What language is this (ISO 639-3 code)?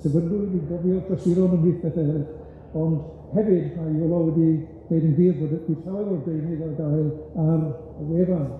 cym